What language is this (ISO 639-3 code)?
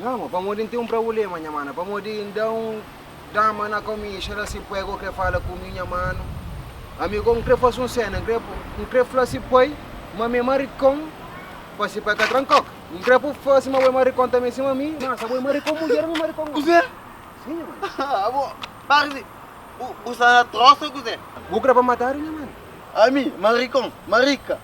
kea